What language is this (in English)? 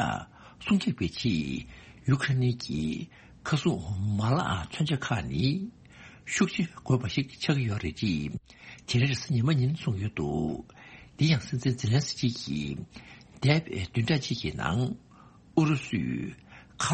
Tibetan